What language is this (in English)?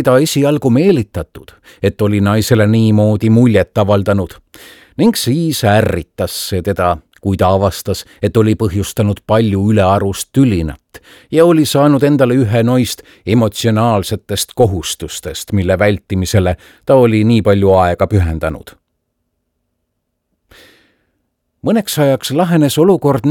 Estonian